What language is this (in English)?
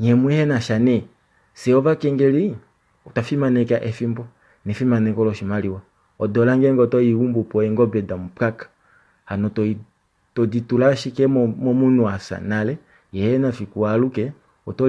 Kuanyama